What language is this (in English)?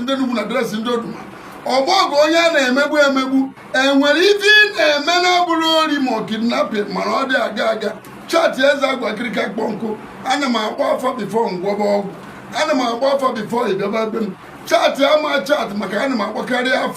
Igbo